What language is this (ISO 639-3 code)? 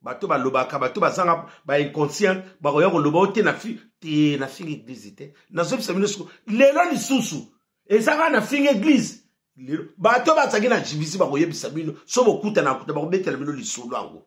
lin